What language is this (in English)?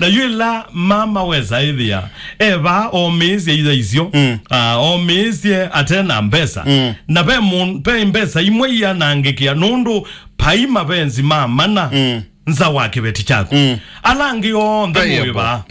Kamba